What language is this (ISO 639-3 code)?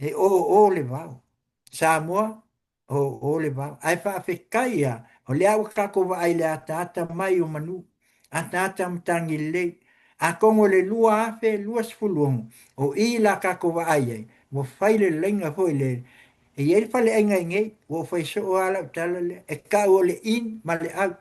smo